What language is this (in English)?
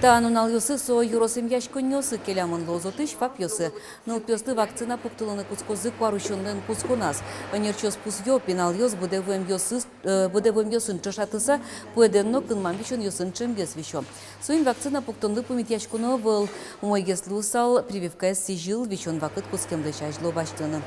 Udmurt